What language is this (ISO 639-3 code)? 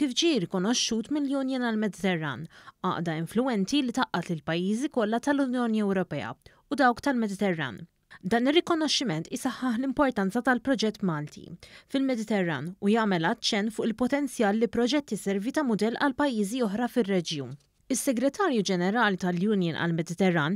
mlt